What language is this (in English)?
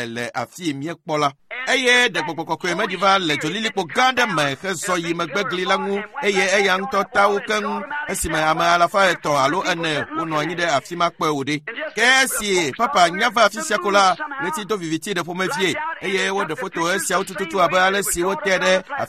Ewe